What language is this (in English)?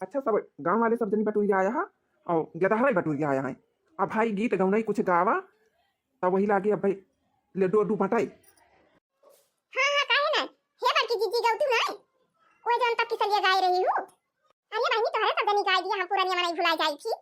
Awadhi